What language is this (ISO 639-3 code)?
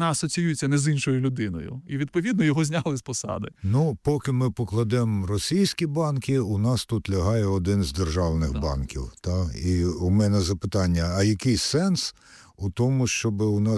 ukr